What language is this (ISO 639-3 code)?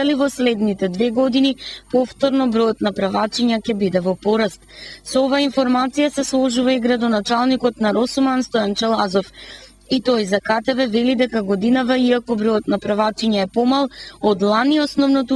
mkd